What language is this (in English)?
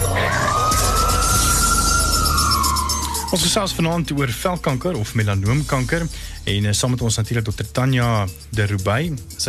Afrikaans